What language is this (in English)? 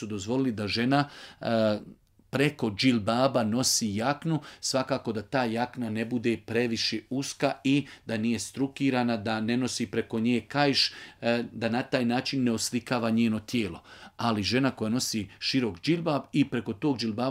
Bosnian